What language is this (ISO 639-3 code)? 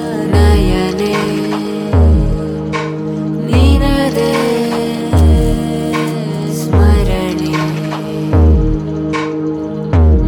kan